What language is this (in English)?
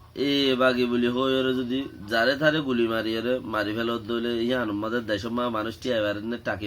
Rohingya